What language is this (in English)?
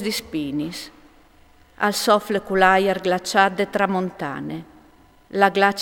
Friulian